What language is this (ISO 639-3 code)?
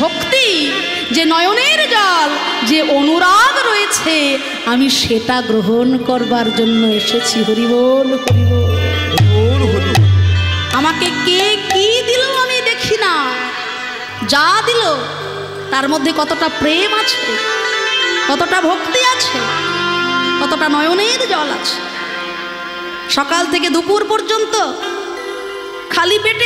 ben